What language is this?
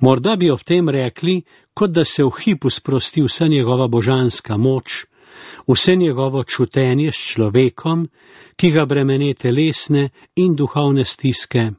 Slovenian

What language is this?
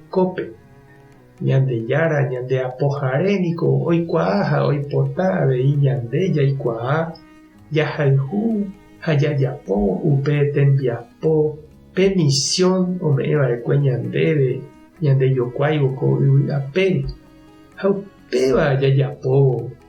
Guarani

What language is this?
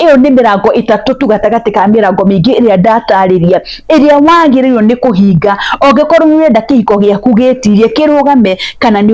Kikuyu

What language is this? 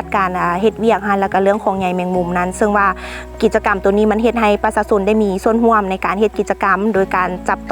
Lao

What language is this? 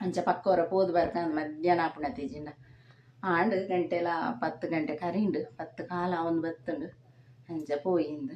Tulu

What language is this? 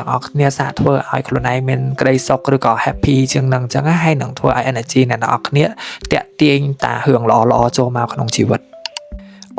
Khmer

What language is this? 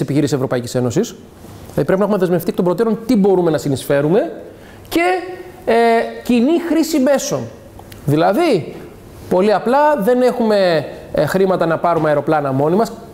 Greek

